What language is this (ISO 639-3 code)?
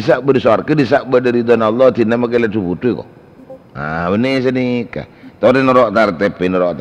mad